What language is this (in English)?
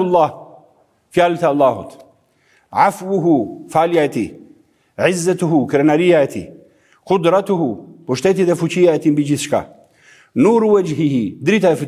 Albanian